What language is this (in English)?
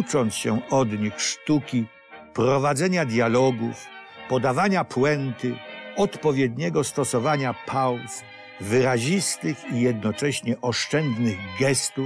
Polish